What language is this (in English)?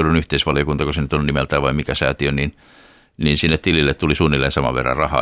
Finnish